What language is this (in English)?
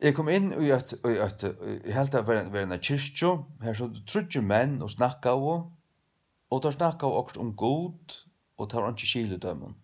Faroese